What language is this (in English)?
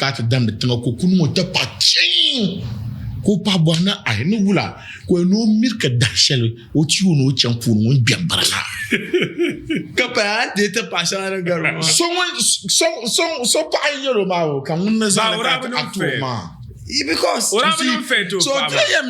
Dagbani